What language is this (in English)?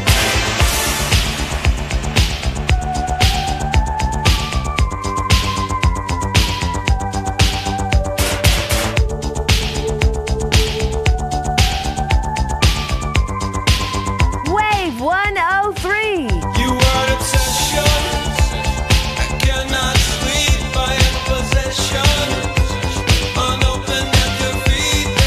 English